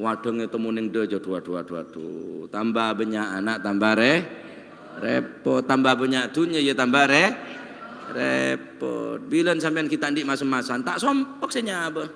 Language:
Madurese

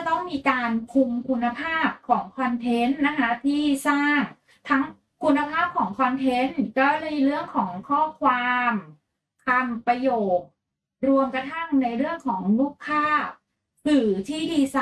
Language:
Thai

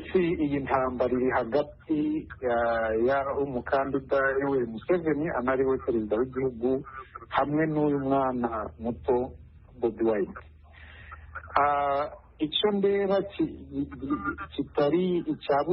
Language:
Kinyarwanda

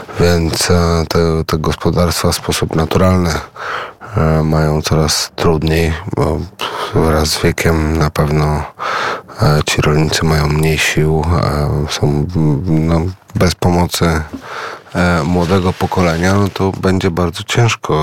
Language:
Polish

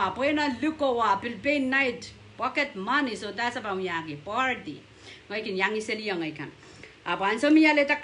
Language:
Pohnpeian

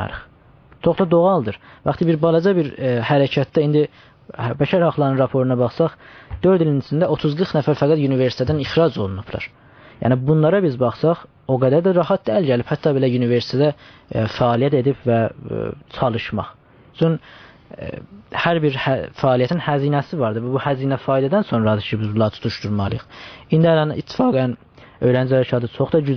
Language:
South Azerbaijani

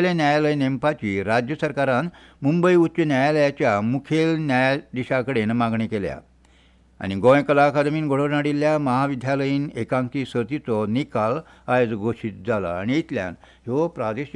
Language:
Konkani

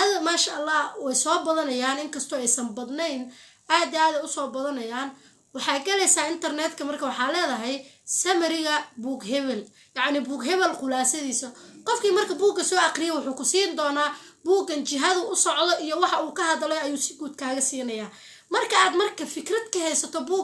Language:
Somali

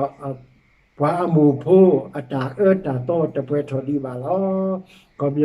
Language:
S'gaw Karen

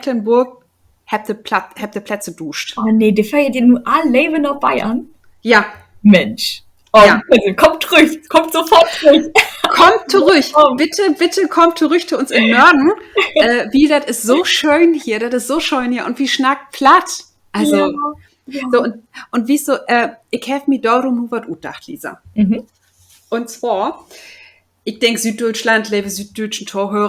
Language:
Low German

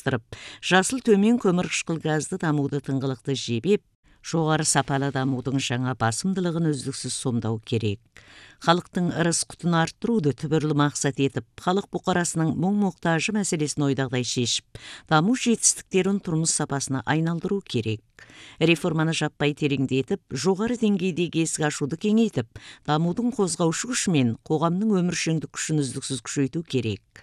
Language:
Kazakh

